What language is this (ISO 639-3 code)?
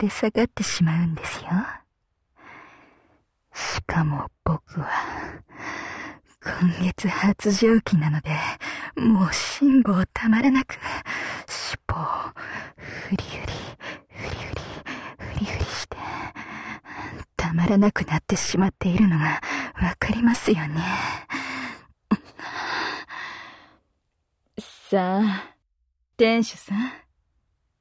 jpn